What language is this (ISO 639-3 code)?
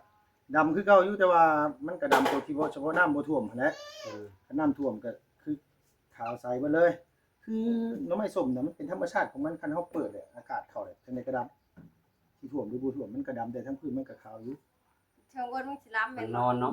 tts